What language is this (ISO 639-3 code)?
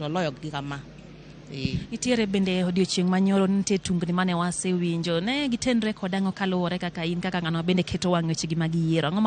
luo